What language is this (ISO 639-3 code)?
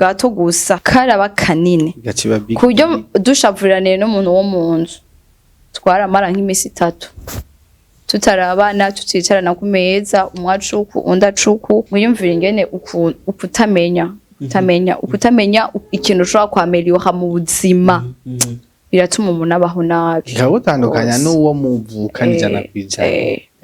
run